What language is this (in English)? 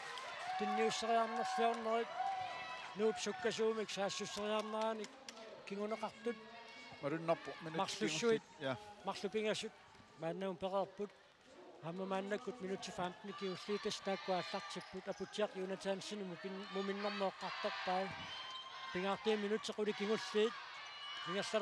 Kalaallisut